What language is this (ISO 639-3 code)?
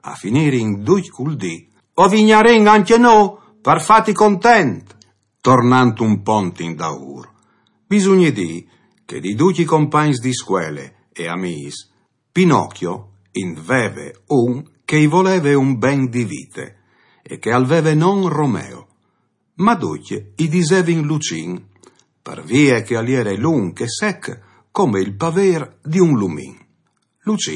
fur